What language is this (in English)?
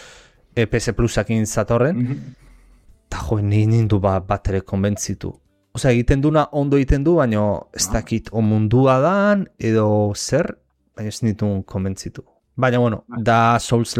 Basque